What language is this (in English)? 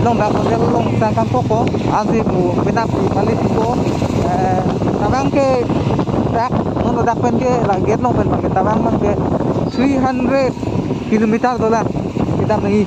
Karbi